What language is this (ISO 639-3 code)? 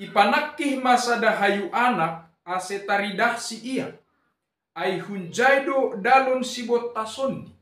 bts